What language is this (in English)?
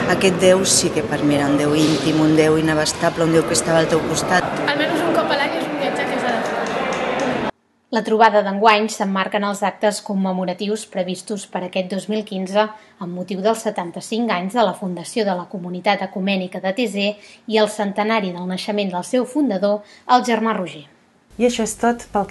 Catalan